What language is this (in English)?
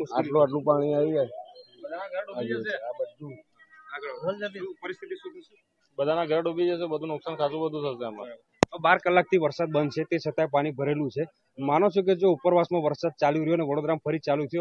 Gujarati